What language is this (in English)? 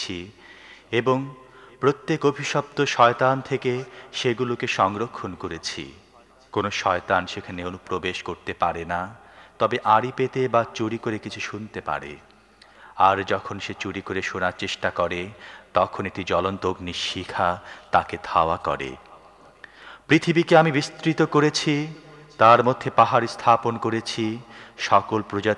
Bangla